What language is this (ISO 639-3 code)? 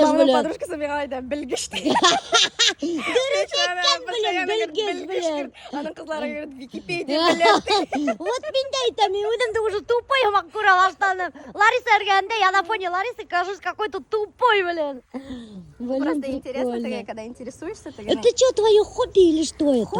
bak